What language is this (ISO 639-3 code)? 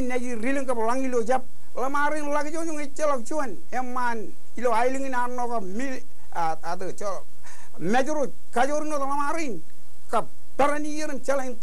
mah